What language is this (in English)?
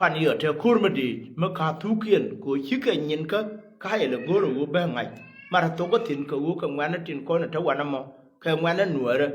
Nuer